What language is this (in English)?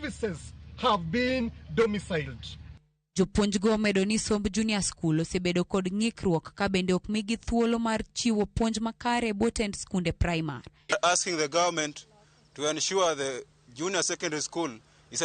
Luo (Kenya and Tanzania)